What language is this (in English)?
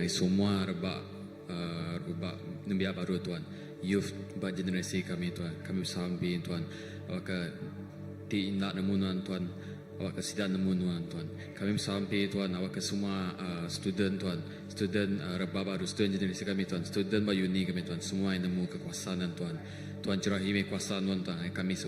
Iban